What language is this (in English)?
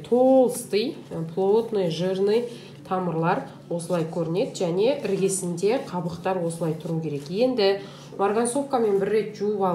Kazakh